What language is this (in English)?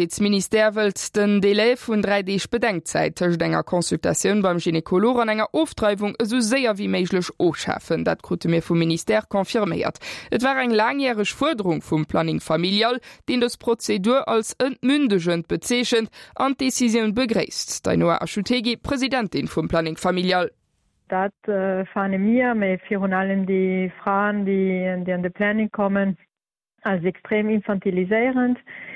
Luxembourgish